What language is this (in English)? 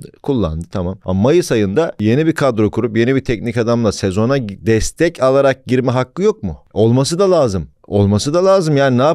Turkish